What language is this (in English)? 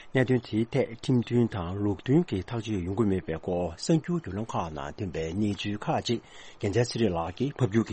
Tibetan